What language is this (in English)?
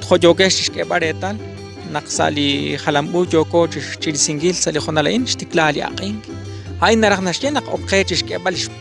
Kekchí